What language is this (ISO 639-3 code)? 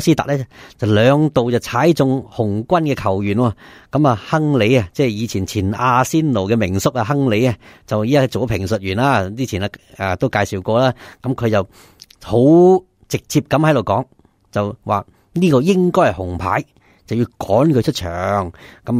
yue